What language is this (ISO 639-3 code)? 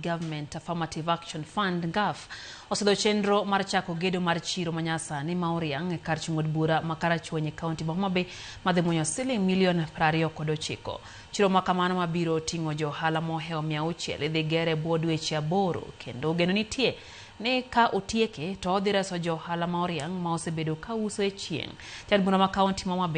luo